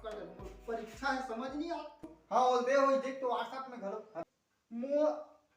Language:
Chhattisgarhi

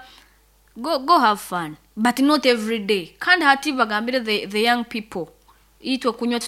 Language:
Nyoro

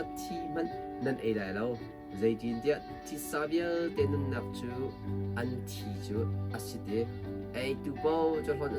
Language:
Hakha Chin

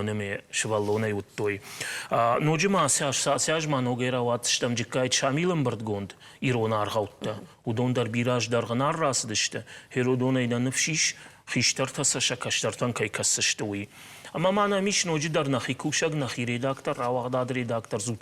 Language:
Ossetic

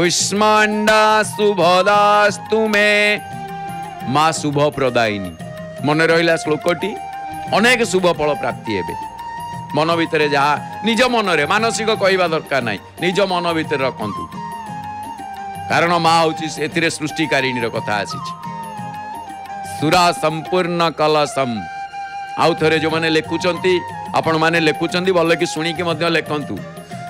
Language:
Odia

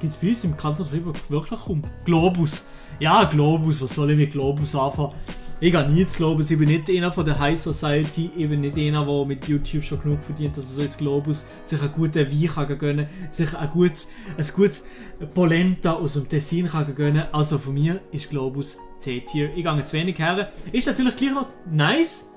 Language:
Swiss German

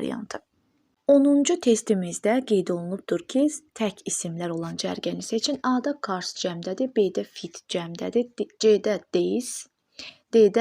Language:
Azerbaijani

